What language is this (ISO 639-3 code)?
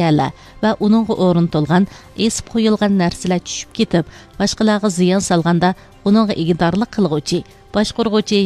uig